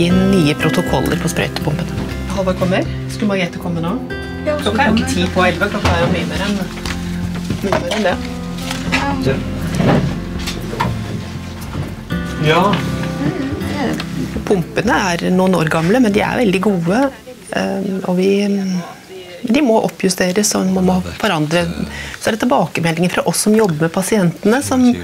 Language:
Norwegian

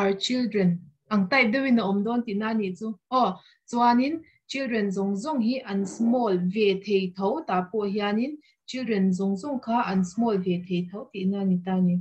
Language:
Mizo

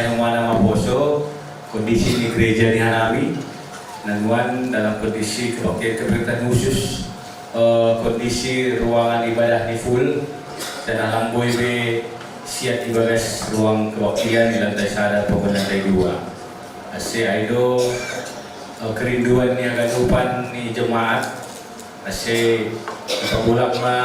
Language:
Batak Simalungun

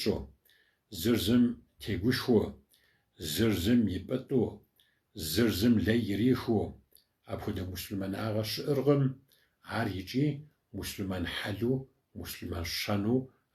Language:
Kabardian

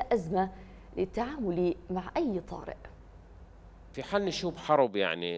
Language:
Arabic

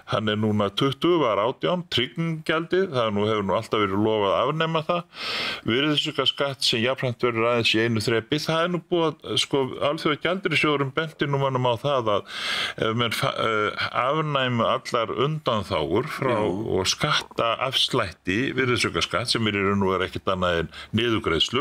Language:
Icelandic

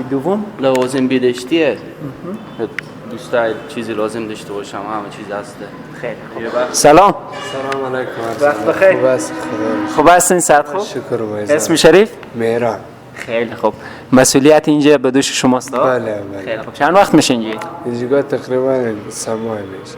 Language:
Persian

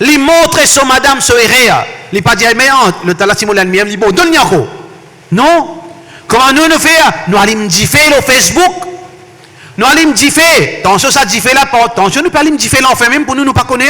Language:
Morisyen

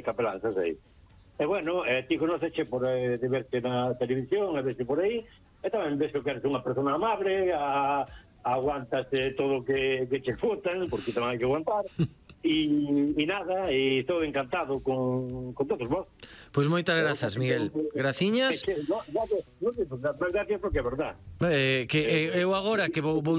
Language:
Galician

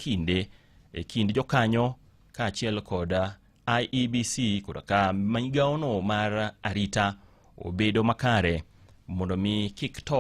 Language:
Luo (Kenya and Tanzania)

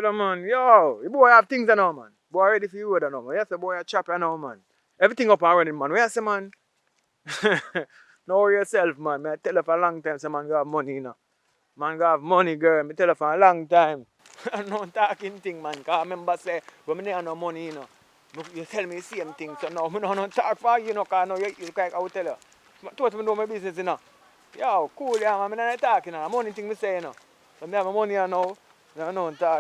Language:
Jamaican Creole English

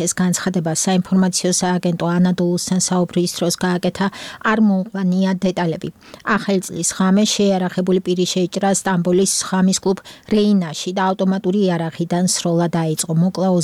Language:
Georgian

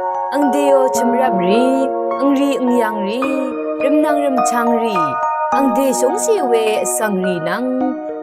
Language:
Rawang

